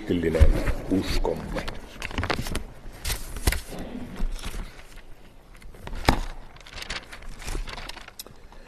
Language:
Finnish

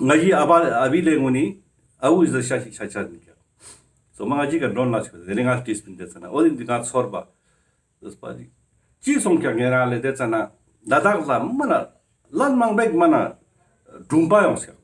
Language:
Ladakhi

